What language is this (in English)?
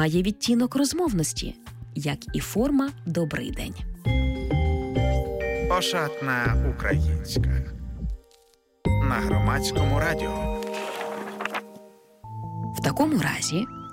Ukrainian